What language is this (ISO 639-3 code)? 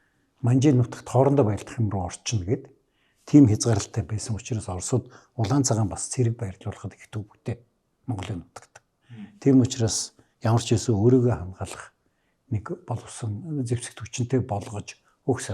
mon